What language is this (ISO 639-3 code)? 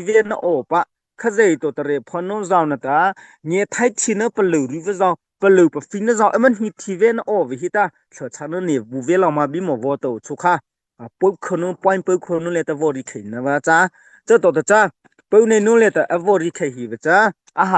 mrh